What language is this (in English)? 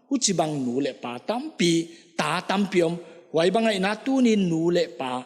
Paite Chin